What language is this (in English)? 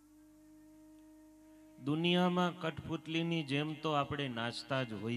Gujarati